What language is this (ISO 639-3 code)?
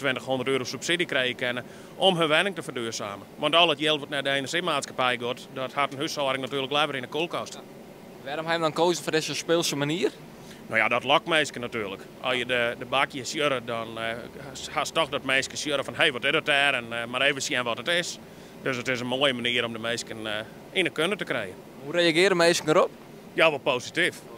fry